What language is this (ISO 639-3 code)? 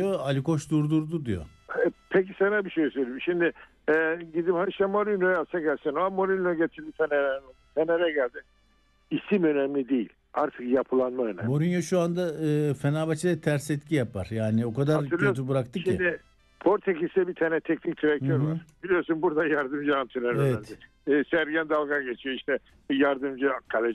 tur